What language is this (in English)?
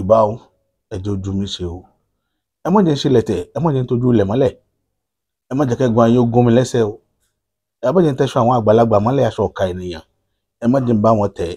Yoruba